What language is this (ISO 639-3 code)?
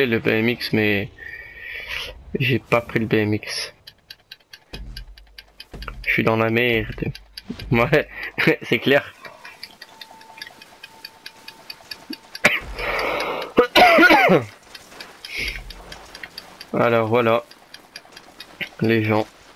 fra